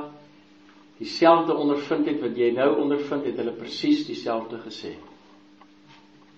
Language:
Afrikaans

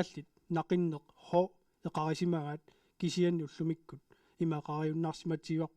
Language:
Kalaallisut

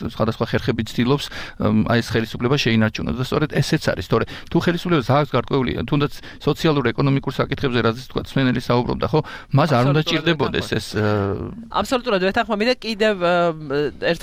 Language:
Georgian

